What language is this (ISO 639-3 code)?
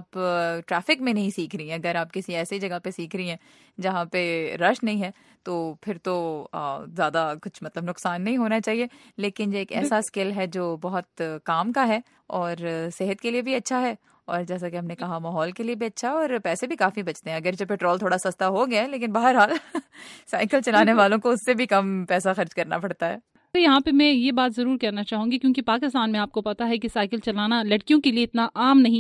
urd